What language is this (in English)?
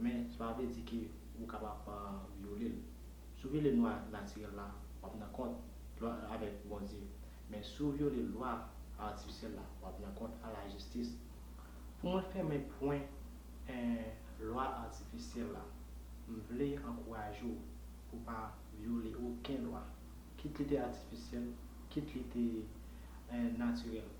Haitian Creole